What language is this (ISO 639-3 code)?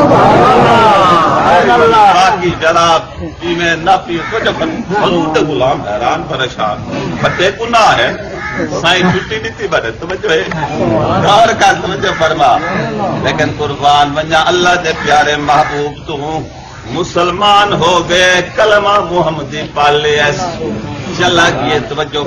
skr